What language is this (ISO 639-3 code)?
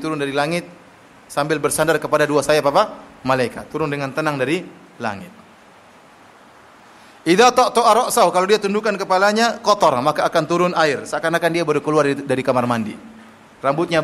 ind